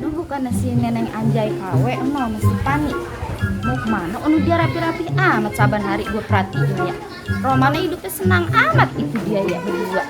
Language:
Betawi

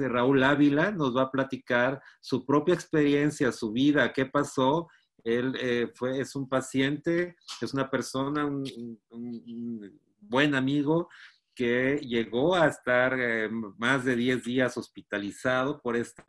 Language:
Spanish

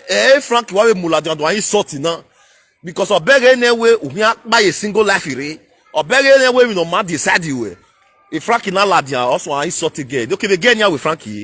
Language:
Nigerian Pidgin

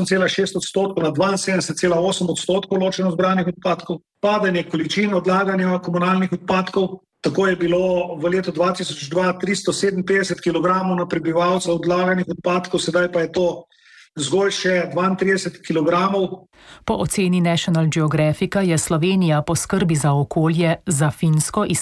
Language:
Slovenian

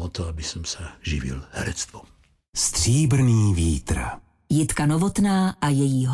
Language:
Slovak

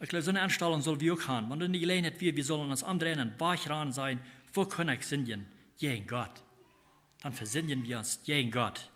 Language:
Plautdietsch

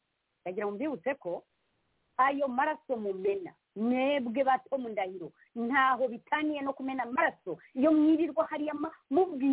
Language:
Kinyarwanda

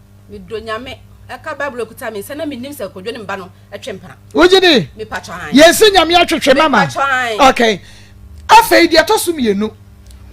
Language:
Akan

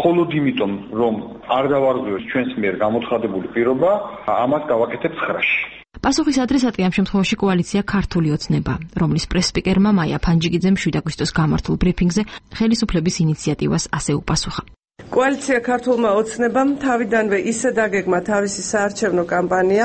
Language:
Georgian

